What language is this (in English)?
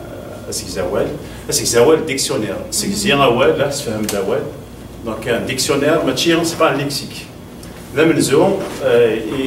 Kabyle